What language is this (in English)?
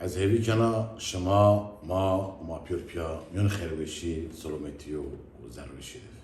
Zaza